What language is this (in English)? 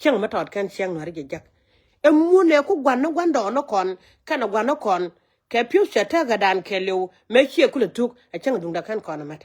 Nuer